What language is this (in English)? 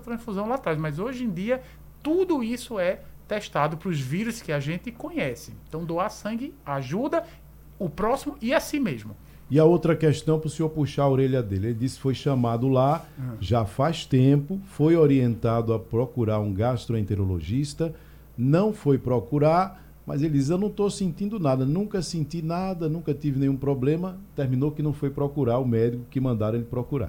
Portuguese